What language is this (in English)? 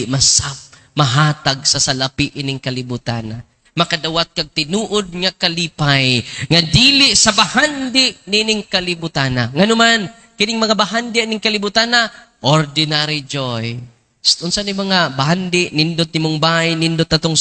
Cebuano